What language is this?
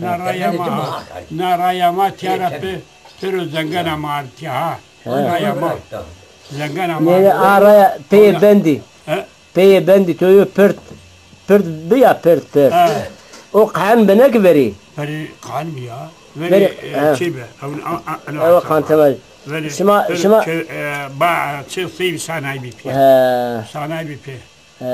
Zaza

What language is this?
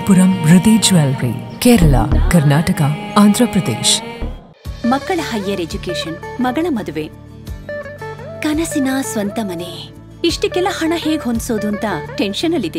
Kannada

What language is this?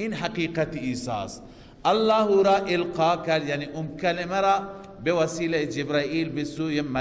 Persian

